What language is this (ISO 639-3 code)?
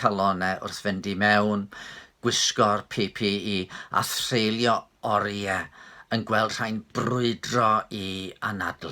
cym